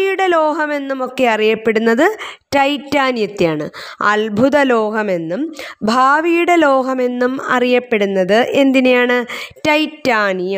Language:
Malayalam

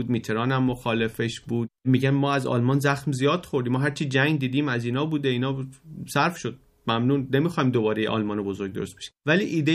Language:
Persian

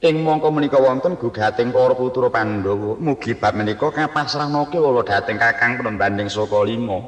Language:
Javanese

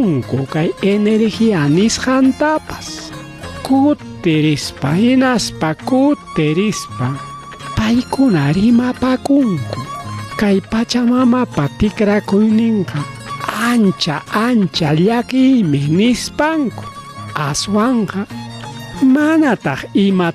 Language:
Ayacucho Quechua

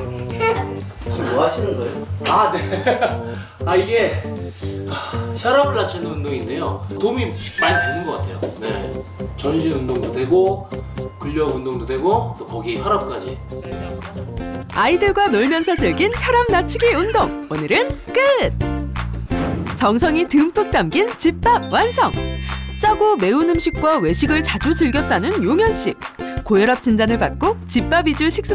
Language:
Korean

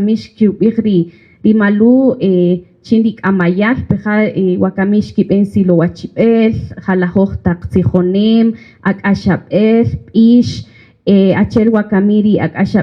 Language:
Kaqchikel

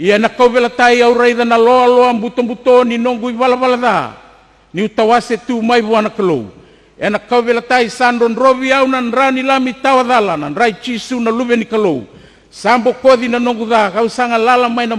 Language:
Fijian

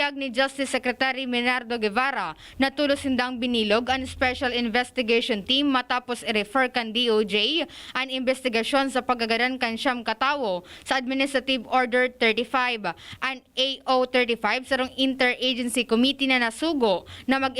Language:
Bikol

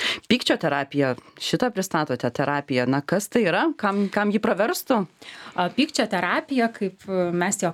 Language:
Lithuanian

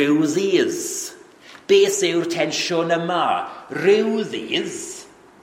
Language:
Welsh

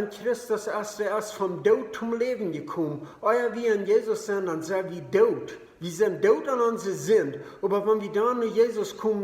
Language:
Plautdietsch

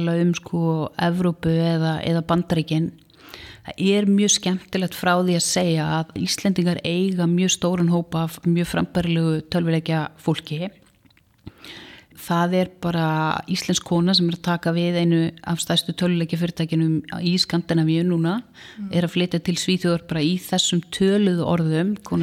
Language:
Icelandic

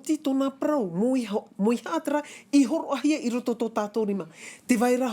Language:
Tahitian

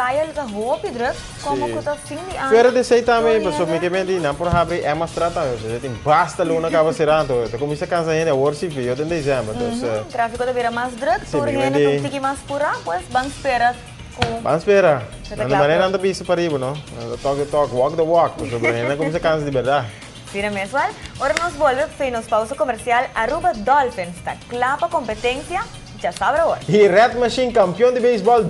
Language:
Papiamento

